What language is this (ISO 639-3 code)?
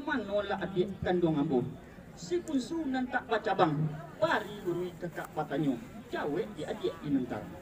min